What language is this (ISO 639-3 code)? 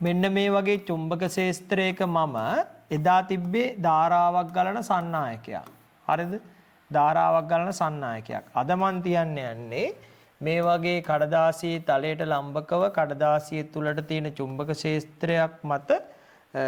sin